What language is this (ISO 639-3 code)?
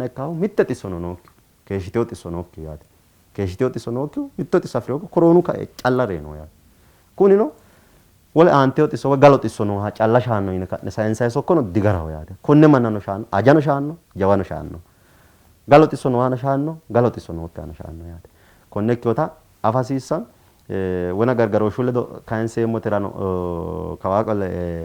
sid